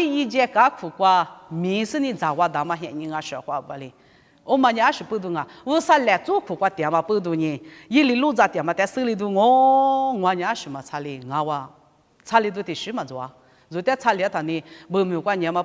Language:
Lisu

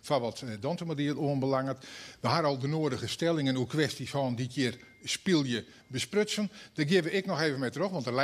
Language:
Western Frisian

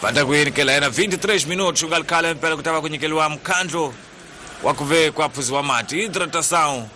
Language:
Tsonga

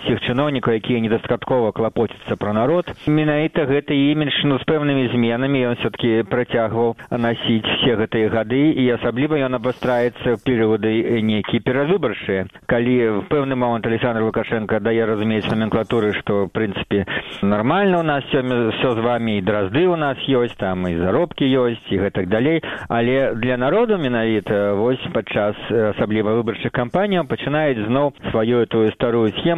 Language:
Belarusian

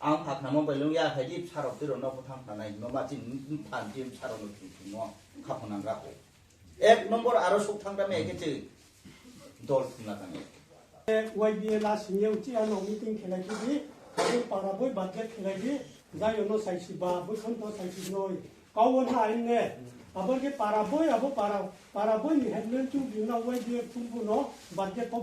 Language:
Riang (India)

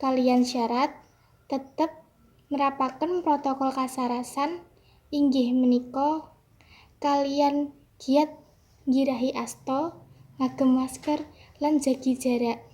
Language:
Javanese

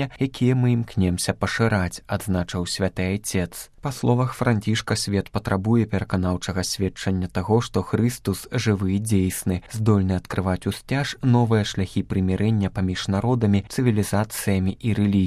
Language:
Belarusian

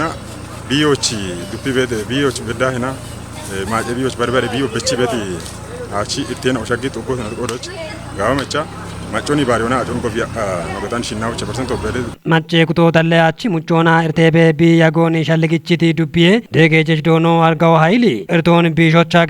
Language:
Kafa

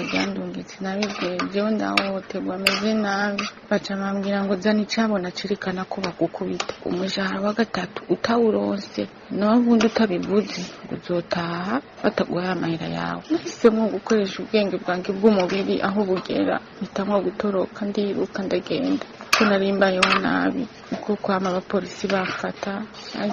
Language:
Rundi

